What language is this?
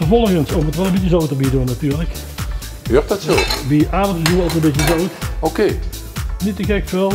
Limburgish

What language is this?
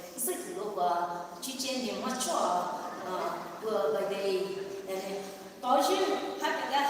Poumei Naga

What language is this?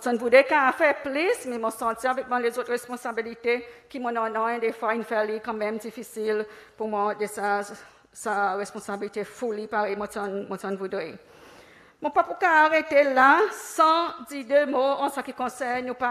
Seselwa Creole French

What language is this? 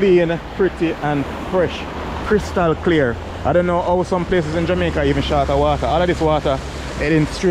Jamaican Creole English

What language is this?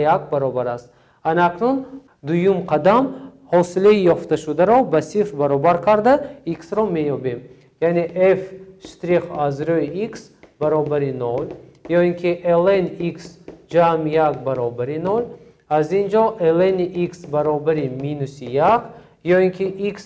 Tajik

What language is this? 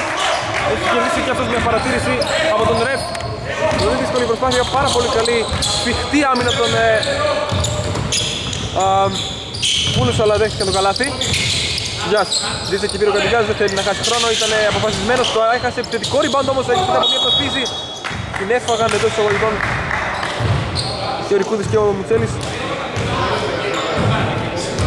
Greek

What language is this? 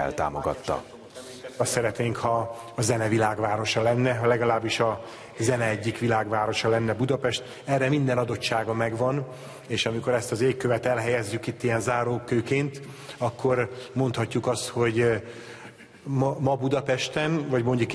Hungarian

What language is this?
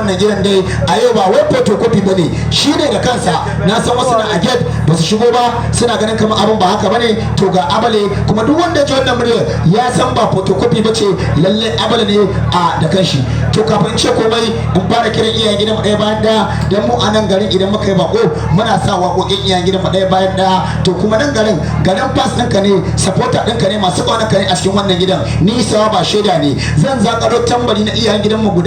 Hausa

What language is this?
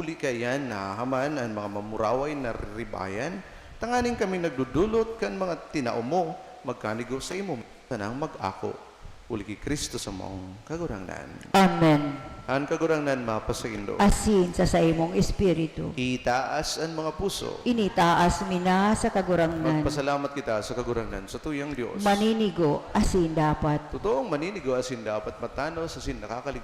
Bikol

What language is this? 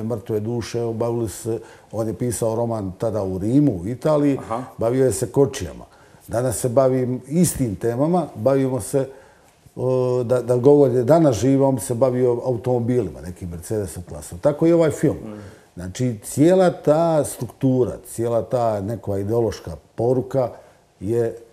Croatian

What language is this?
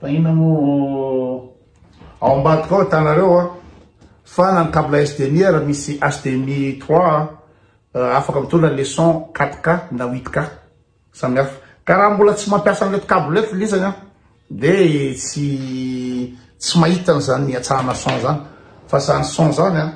Malagasy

